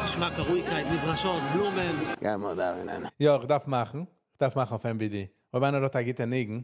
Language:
Yiddish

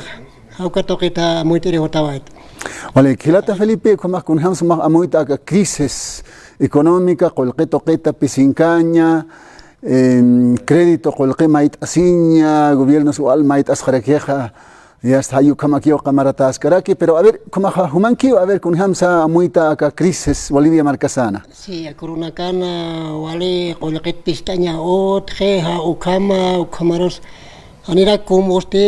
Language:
Aymara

